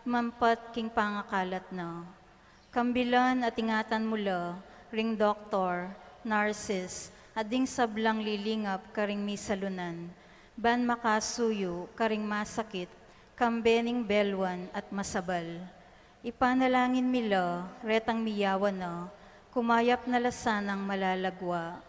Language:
Pampanga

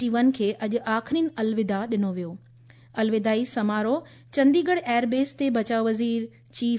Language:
Sindhi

